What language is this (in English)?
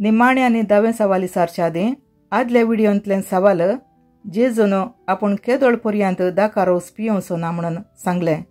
Konkani